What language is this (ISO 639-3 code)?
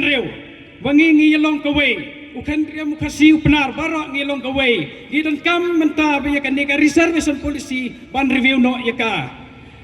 pbv